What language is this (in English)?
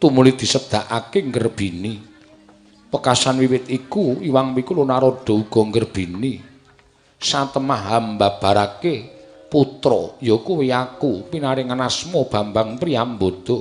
Javanese